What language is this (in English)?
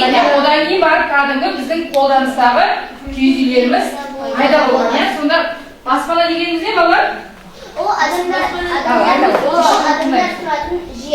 Kazakh